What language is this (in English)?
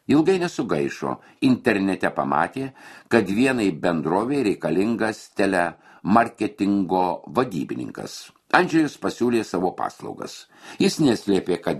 Lithuanian